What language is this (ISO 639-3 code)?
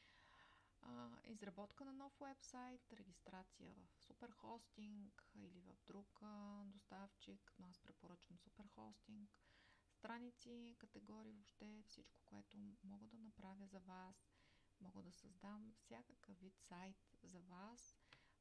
bul